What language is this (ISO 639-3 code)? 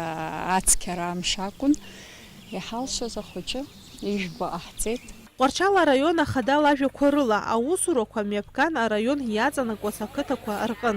abk